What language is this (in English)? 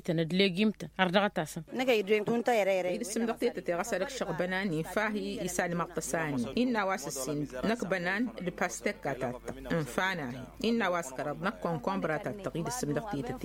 Tamasheq